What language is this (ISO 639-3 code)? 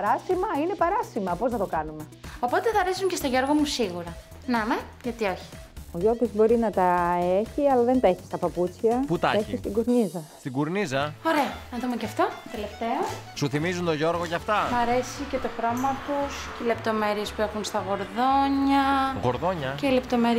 ell